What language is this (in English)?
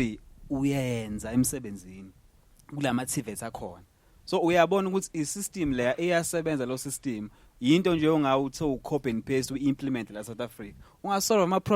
Zulu